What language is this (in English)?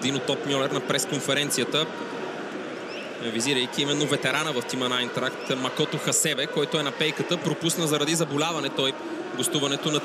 Bulgarian